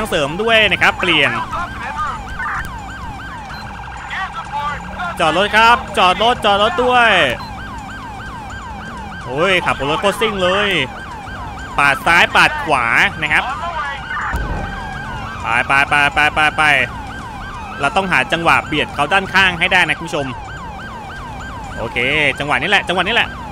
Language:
Thai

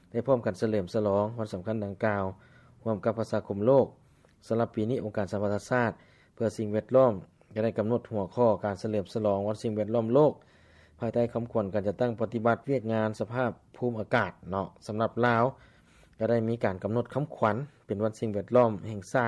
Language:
Lao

